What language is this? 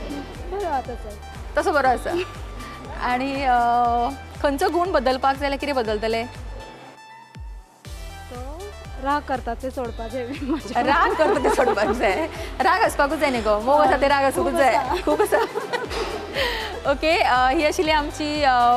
Konkani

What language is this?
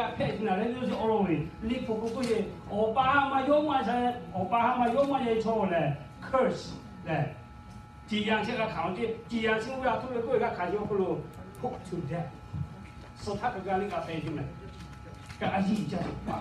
Lahu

